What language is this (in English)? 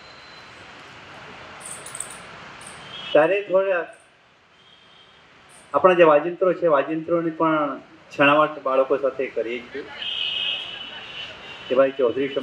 Gujarati